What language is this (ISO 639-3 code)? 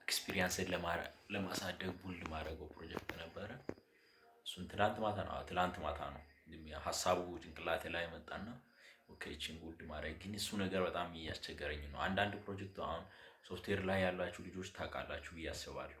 amh